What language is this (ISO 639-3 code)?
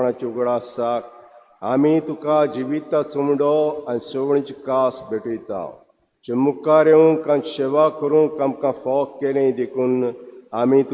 kok